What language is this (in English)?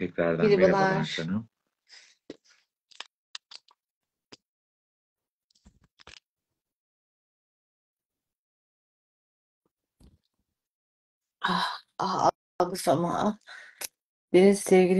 Turkish